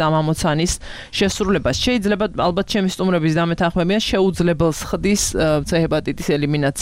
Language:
Georgian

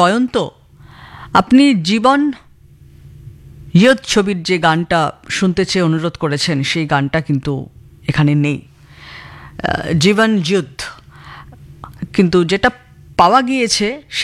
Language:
Bangla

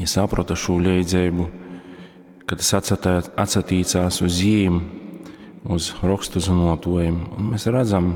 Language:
Latgalian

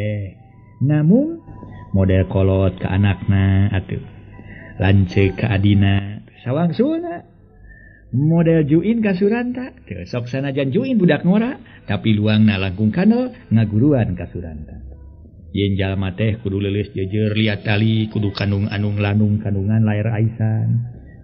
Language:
Sundanese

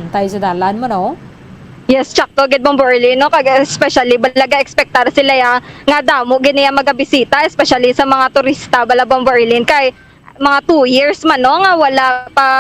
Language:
Hiligaynon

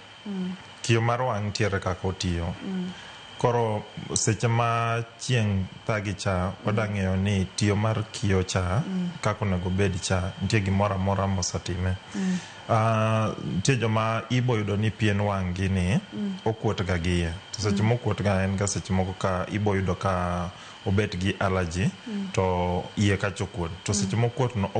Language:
Luo (Kenya and Tanzania)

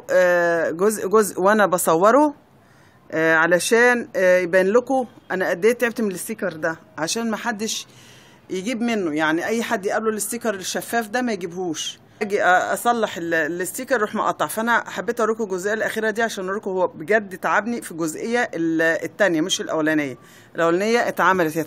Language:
Egyptian Arabic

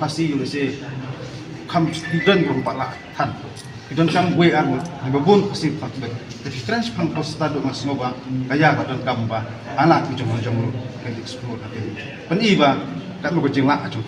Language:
Khasi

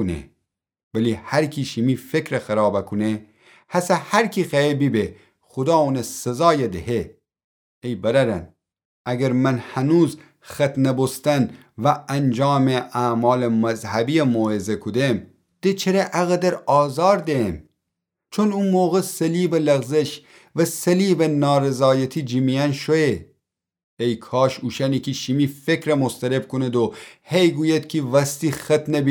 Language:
Gilaki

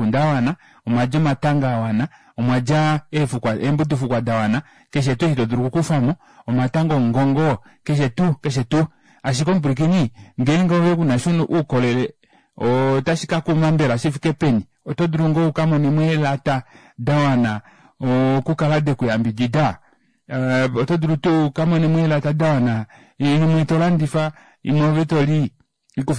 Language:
Kuanyama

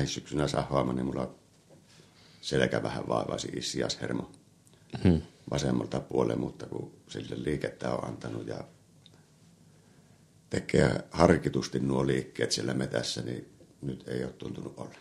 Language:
Finnish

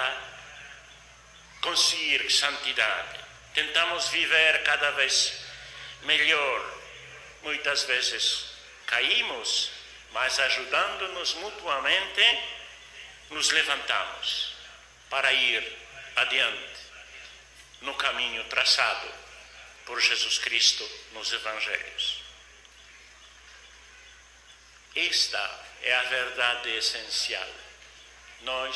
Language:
Portuguese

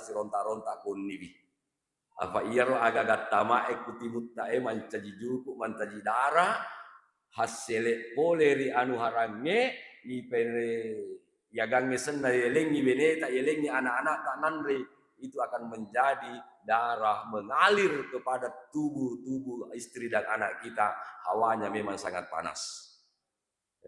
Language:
Buginese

